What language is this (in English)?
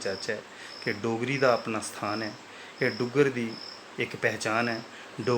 Dogri